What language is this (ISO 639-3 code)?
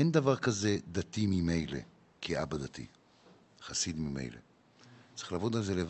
heb